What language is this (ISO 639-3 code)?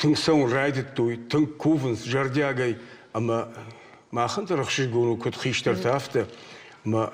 oss